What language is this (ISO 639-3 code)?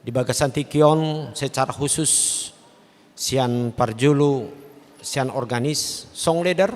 bbc